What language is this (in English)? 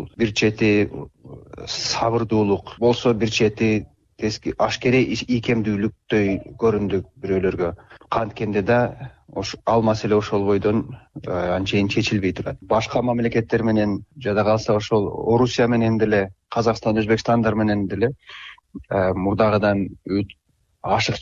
Kyrgyz